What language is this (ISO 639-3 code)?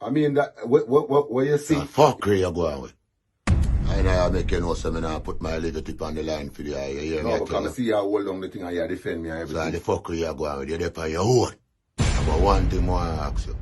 jam